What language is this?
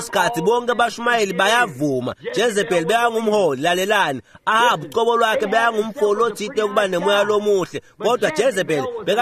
Swati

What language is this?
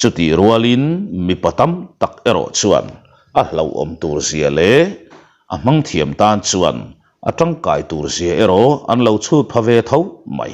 Mizo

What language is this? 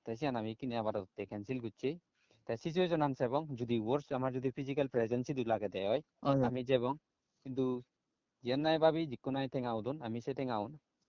Chakma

